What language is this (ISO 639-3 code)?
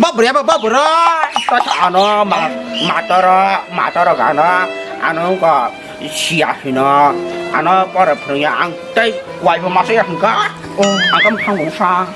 trp